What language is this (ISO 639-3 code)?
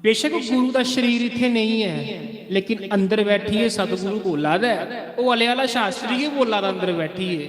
doi